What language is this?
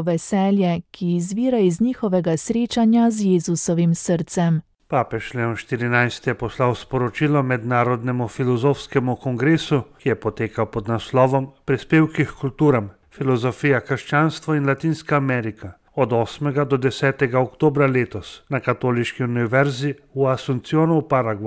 Slovenian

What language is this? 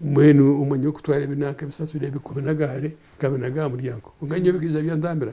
Nyankole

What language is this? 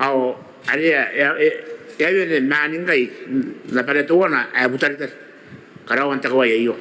Gilbertese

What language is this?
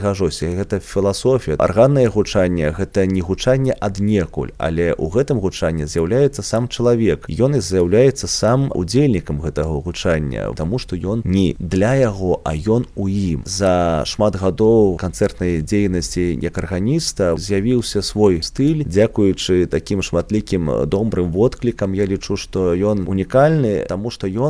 Belarusian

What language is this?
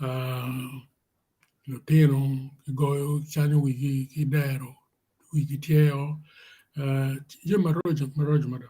Acoli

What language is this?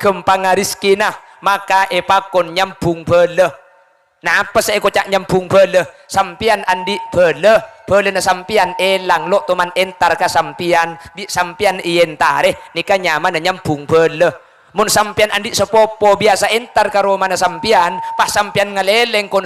Madurese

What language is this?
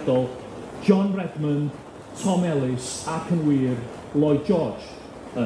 Welsh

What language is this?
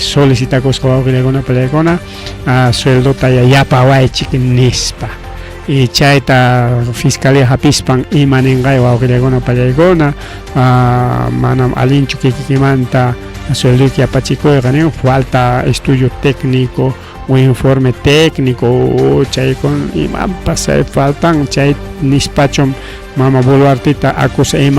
Ayacucho Quechua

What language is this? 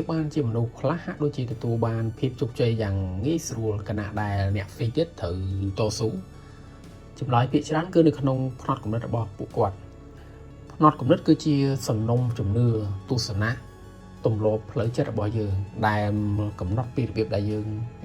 Khmer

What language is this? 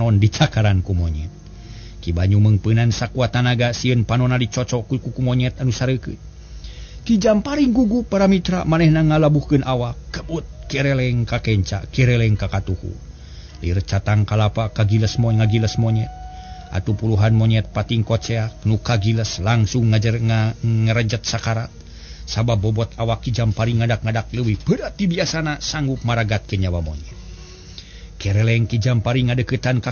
Sundanese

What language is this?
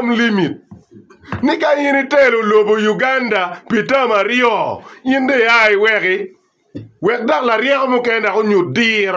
Acoli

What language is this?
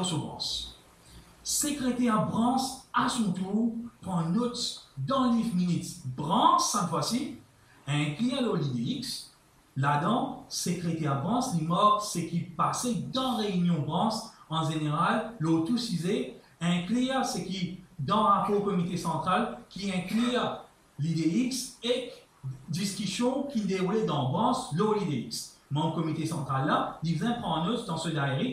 Morisyen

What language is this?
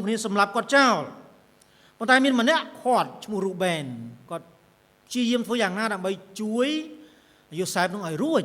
Khmer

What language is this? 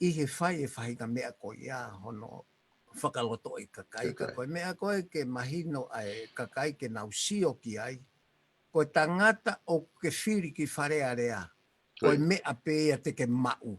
Tongan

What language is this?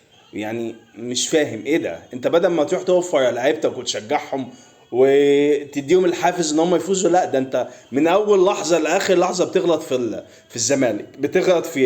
Egyptian Arabic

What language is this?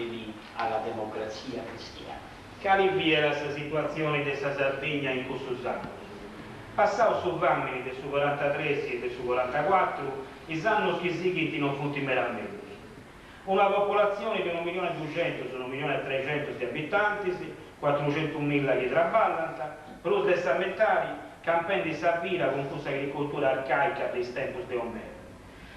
Sardinian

